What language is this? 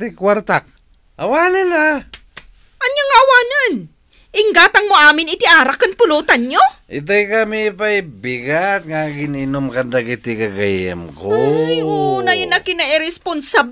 Iloko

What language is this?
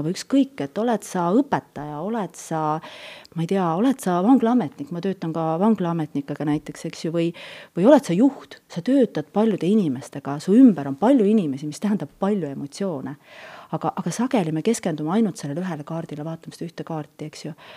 Estonian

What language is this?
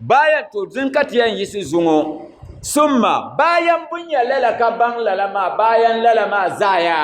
Dagbani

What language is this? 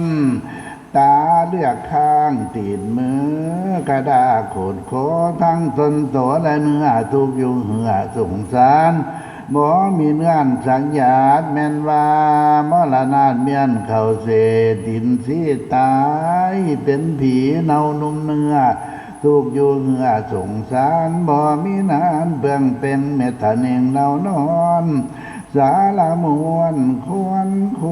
Northeastern Thai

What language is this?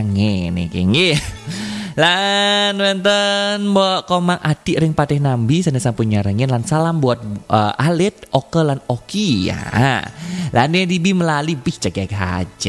Balinese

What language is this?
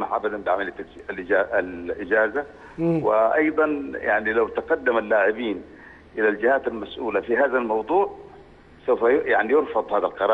Arabic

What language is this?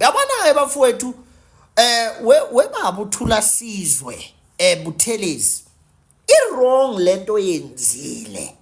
Zulu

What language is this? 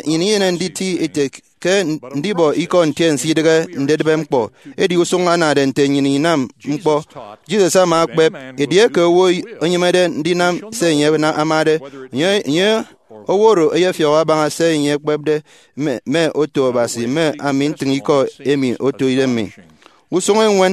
Efik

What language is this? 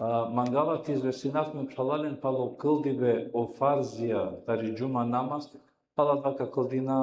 Balkan Romani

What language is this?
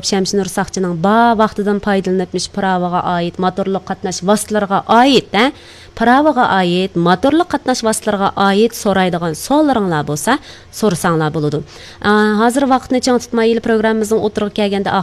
Uyghur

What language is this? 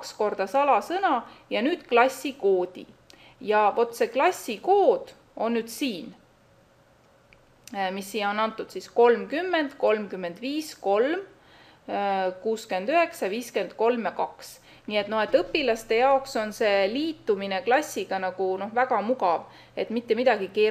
Estonian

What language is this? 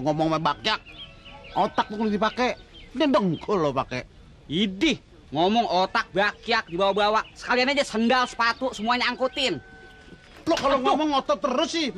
Betawi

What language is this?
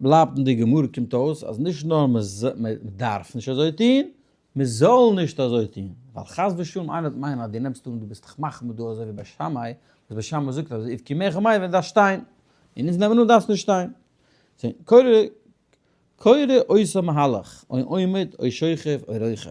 Yiddish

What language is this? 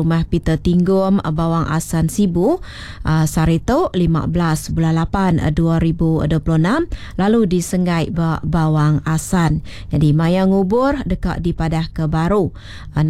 Iban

